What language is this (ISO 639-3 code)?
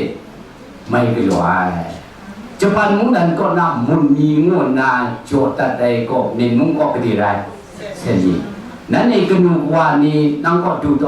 kac